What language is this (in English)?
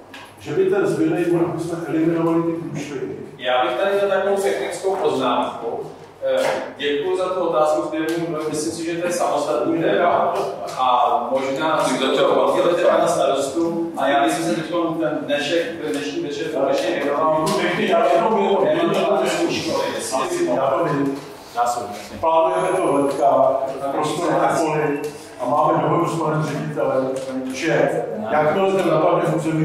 Czech